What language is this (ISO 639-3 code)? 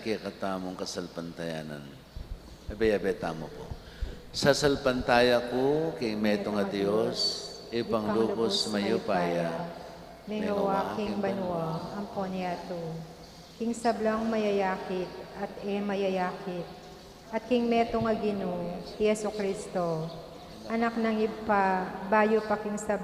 pam